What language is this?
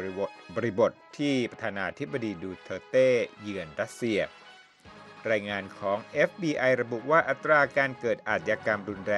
Thai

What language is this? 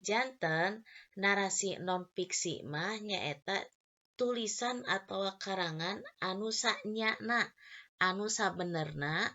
Sundanese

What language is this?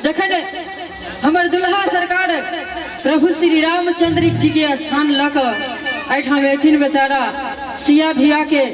Maithili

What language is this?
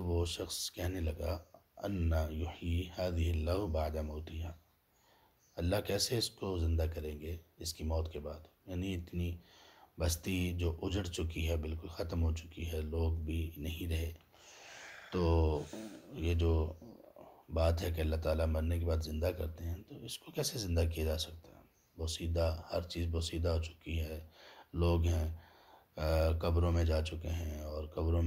Urdu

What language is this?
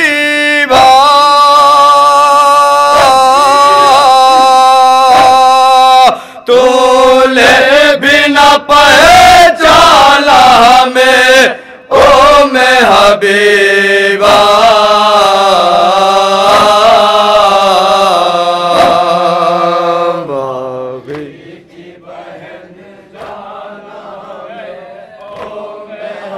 Urdu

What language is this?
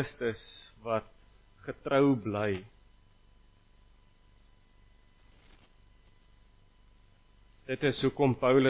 Afrikaans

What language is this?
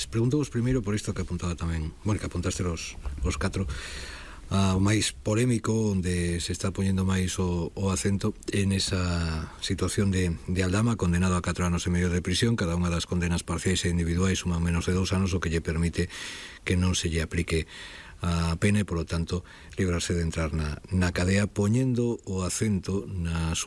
Galician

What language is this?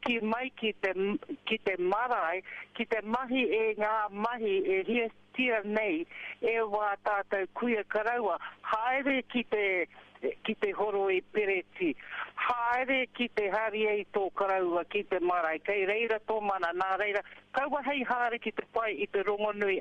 Māori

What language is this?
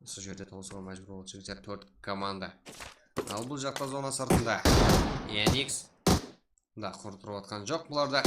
Kara-Kalpak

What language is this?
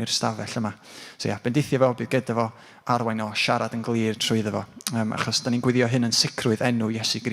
Welsh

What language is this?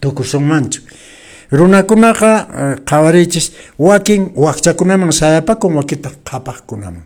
Quechua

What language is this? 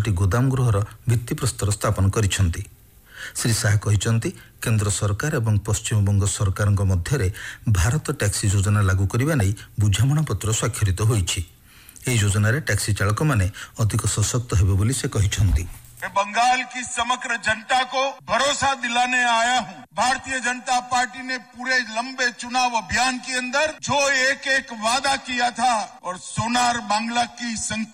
Odia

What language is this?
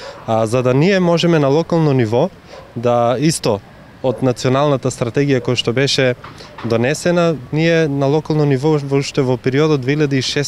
Macedonian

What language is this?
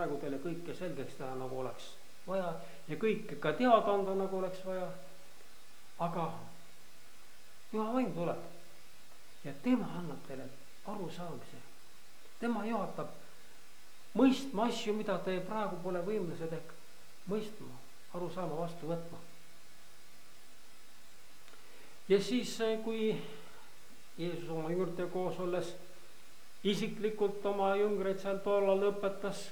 Estonian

